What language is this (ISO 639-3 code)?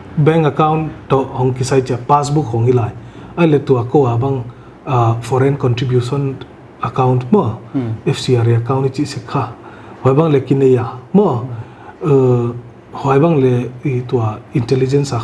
pck